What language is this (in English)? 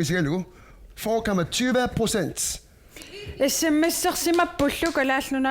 Kalaallisut